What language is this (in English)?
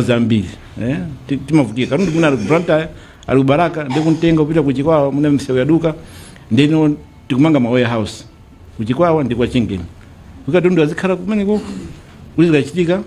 Nyanja